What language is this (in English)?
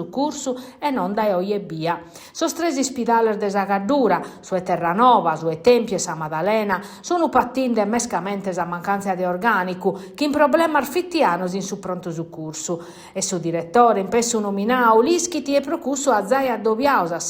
Sardinian